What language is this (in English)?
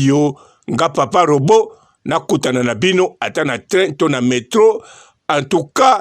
Lingala